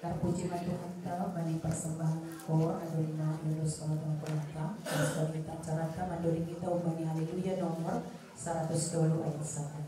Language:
Batak Toba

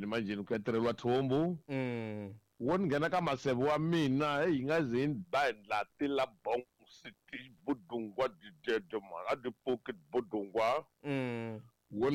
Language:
Tsonga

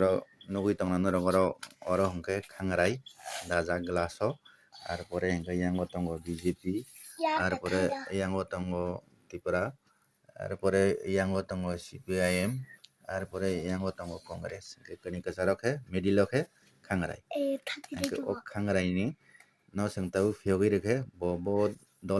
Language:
Kok Borok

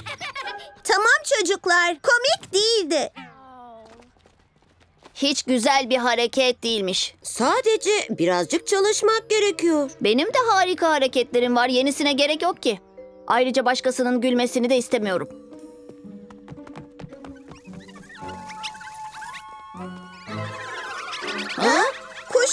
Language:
Turkish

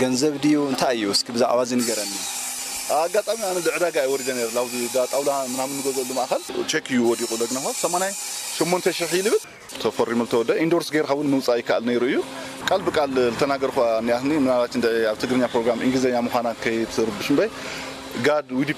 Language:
Tigrinya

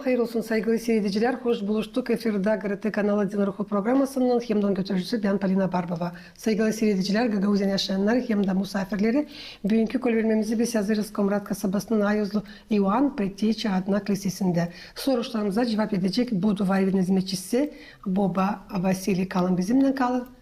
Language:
Gagauz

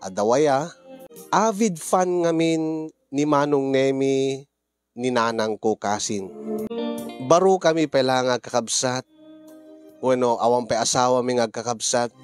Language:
Iloko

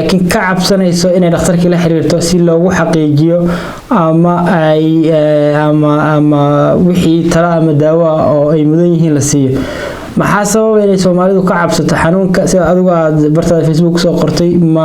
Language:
Somali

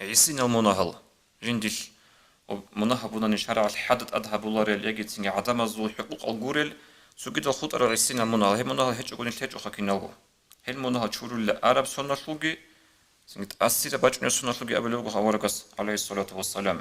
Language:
Avaric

